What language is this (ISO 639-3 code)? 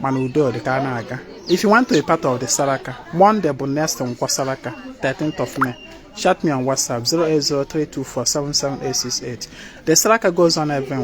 ibo